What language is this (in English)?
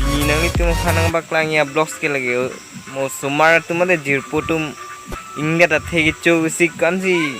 Karbi